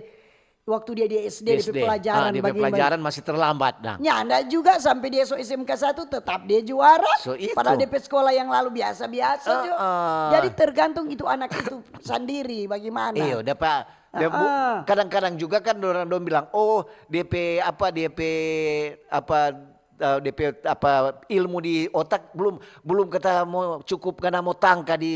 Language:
Manado Malay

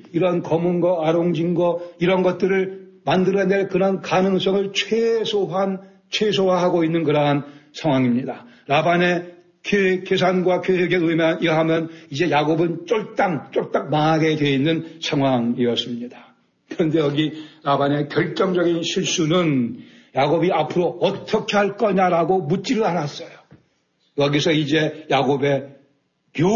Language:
Korean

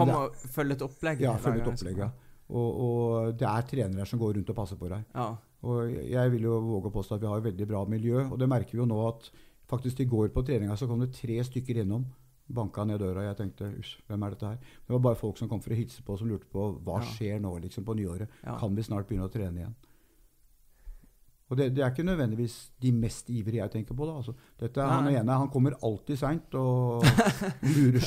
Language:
Norwegian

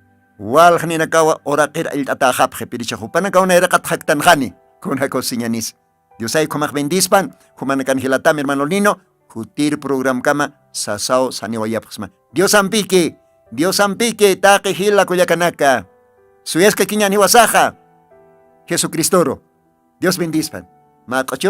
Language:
Aymara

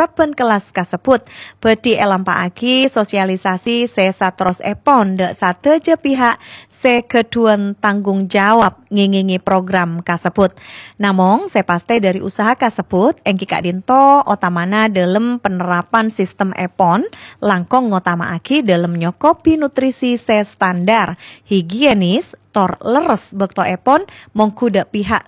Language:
Madurese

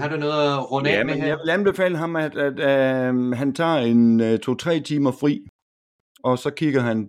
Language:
Danish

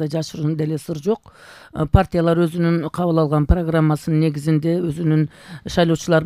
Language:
Kyrgyz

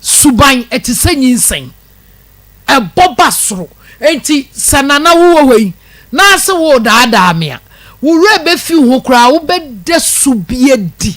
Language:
Akan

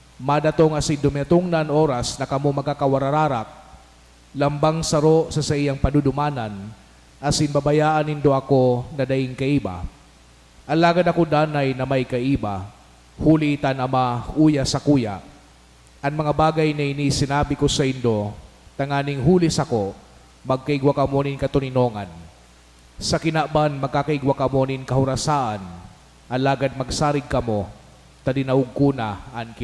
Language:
Bikol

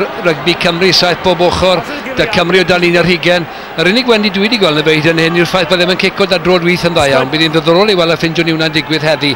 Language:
Welsh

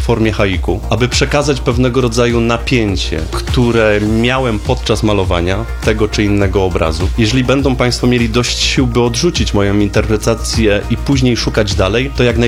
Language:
Polish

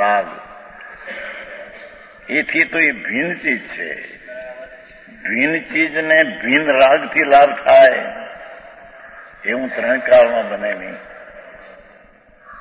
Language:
Gujarati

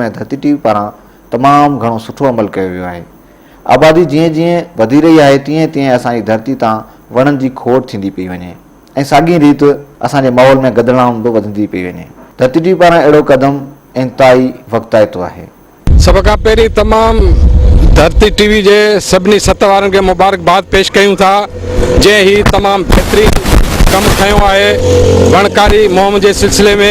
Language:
Sindhi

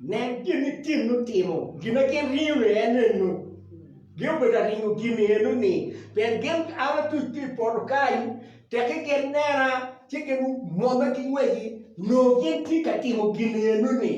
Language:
Acoli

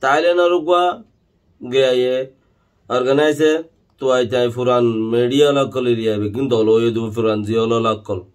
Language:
Rohingya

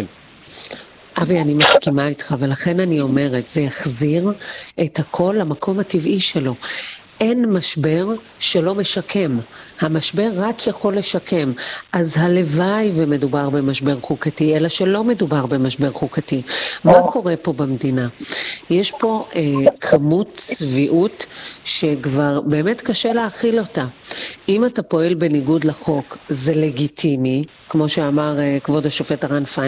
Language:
Hebrew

